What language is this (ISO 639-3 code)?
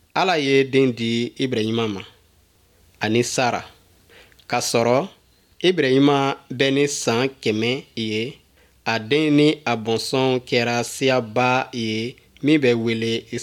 bam